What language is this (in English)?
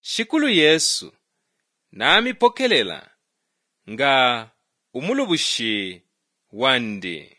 Bemba